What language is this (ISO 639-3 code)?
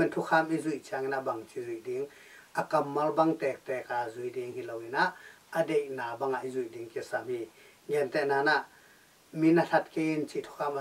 ctd